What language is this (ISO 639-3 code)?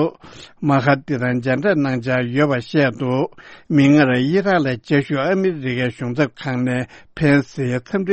bod